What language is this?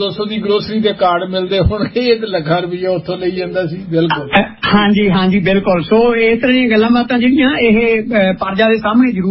Punjabi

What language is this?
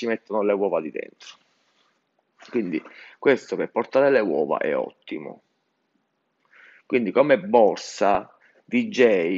Italian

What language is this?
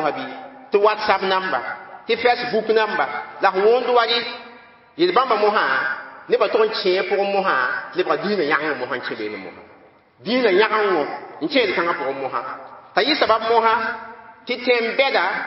Mossi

